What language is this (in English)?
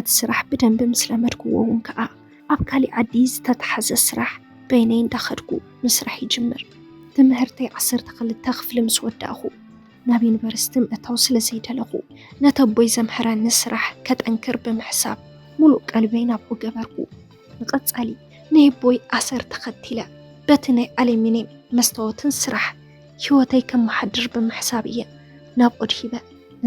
Tigrinya